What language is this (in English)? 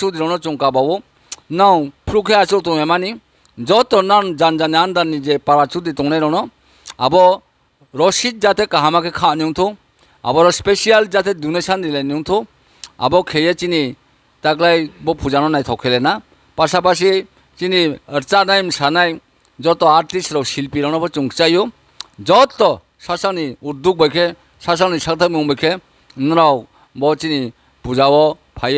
Riang (India)